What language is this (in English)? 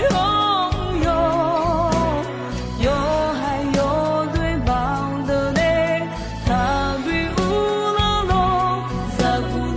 Akha